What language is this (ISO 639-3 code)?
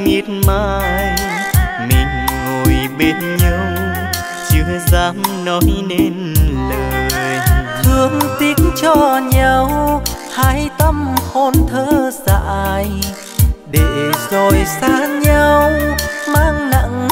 vie